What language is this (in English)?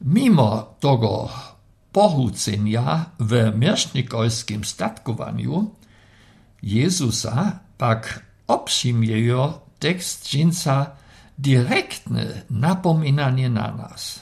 Lower Sorbian